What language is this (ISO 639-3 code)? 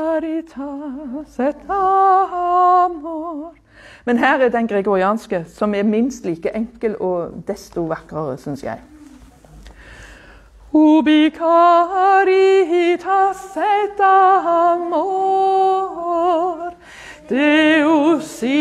nor